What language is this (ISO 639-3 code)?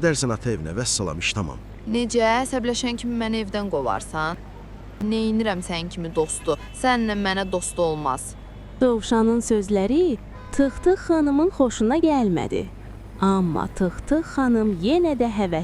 aze